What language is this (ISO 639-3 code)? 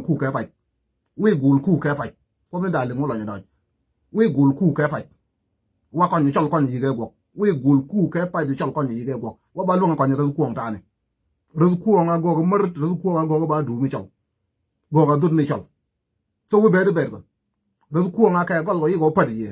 nus